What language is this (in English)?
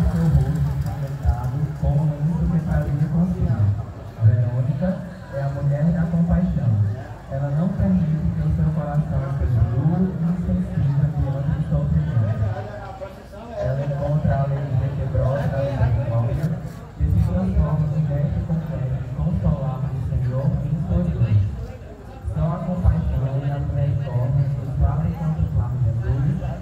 Portuguese